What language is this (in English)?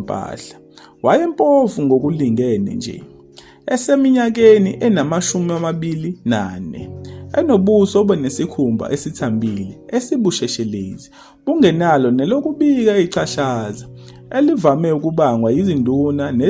Zulu